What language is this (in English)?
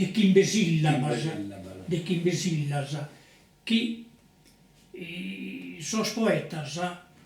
Sardinian